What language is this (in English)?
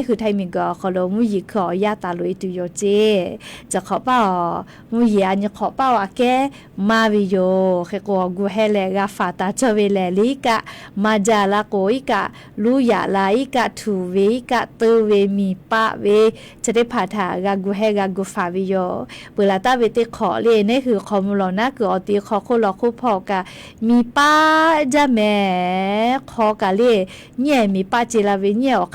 Lahu